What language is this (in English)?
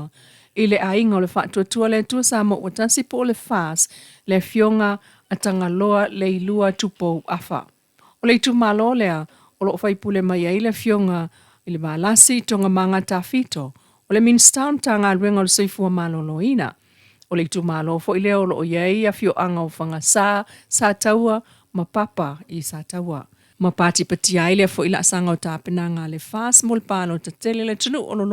Samoan